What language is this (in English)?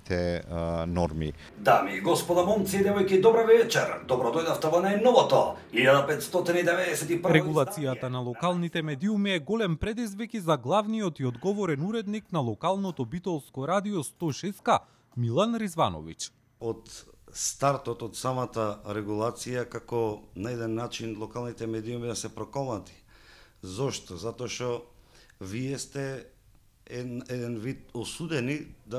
Macedonian